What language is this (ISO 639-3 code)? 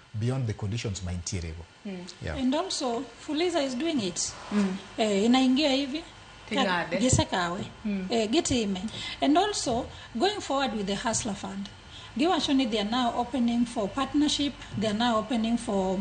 luo